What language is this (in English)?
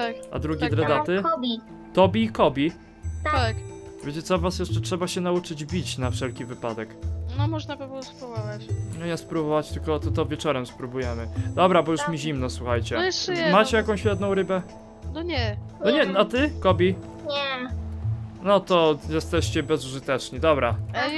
Polish